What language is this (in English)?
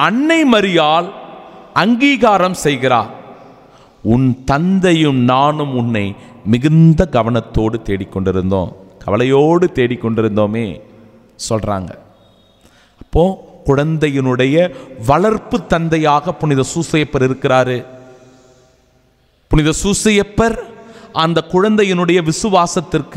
Tamil